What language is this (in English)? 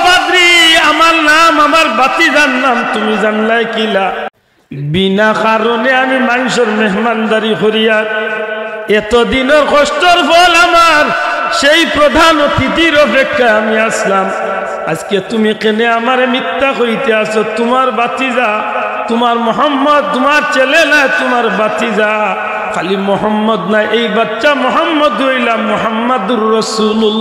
Sylheti